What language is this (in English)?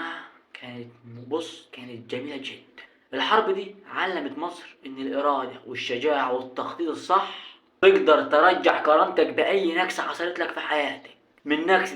Egyptian Arabic